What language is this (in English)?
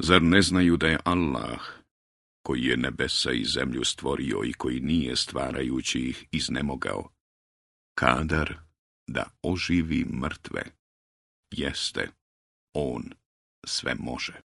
Bosnian